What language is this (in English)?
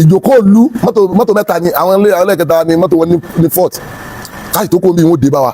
Yoruba